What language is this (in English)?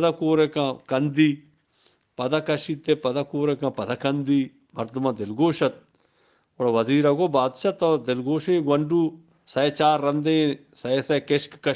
Eastern Balochi